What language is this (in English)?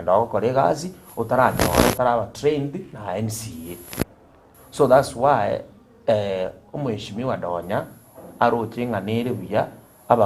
Gusii